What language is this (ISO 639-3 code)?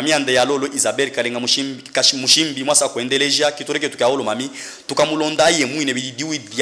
lub